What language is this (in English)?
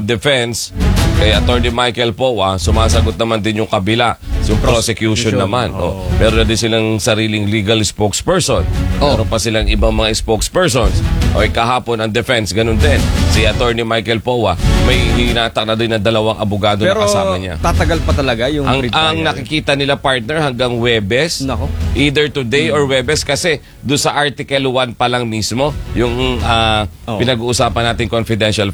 Filipino